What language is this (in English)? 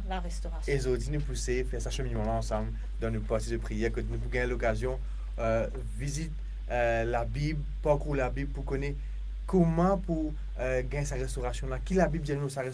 Morisyen